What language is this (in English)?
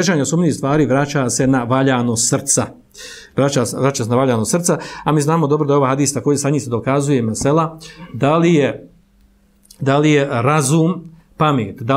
Bosnian